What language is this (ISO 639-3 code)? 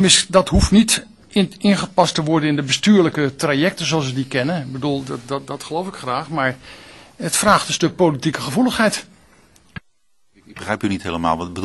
nld